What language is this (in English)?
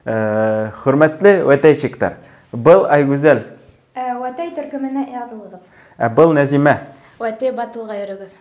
Bashkir